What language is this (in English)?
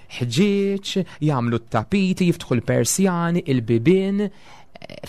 Maltese